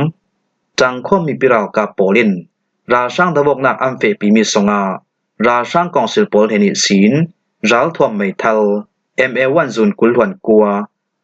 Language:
Falam Chin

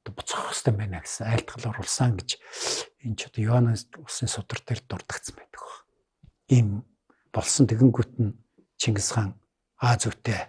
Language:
Mongolian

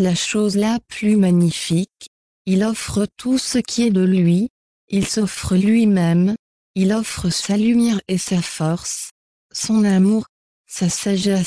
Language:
French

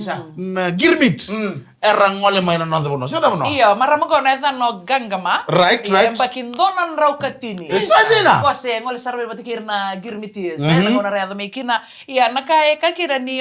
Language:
Fijian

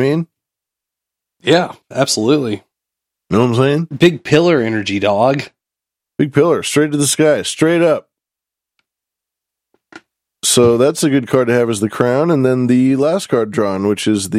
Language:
English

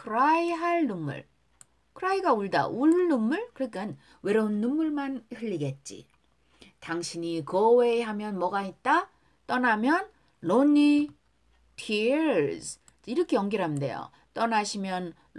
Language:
Korean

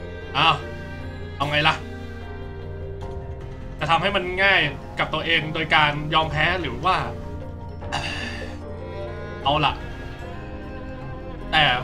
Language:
Thai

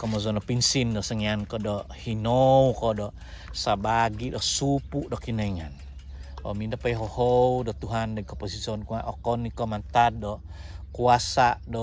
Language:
Central Dusun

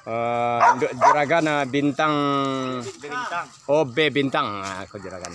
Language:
Minangkabau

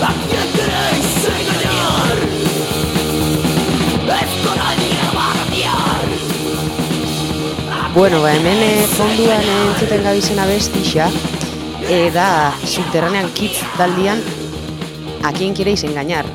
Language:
Basque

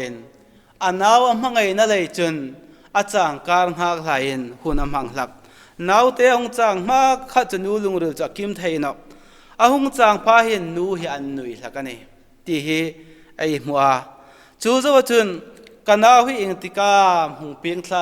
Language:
Hmar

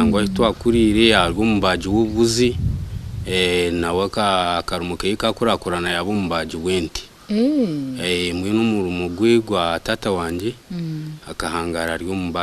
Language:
Nyankole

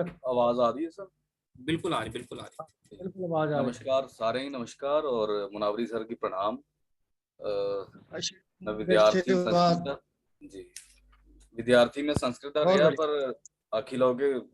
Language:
Dogri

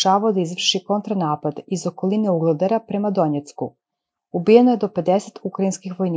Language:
Serbian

